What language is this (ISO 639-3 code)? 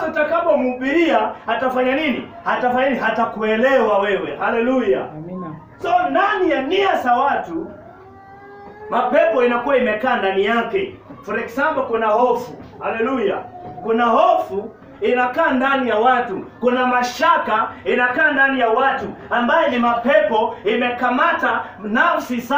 swa